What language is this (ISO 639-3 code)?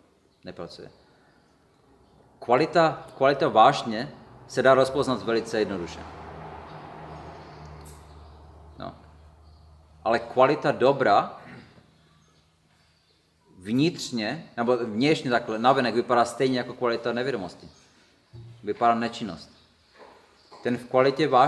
ces